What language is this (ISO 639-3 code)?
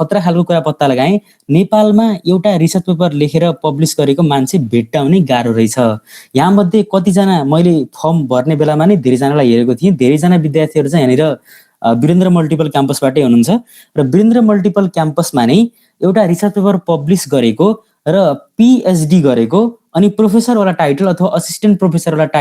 nep